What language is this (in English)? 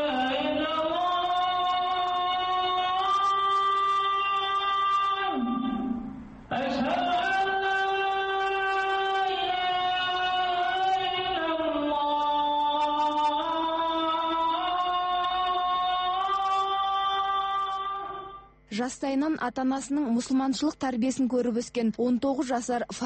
Kazakh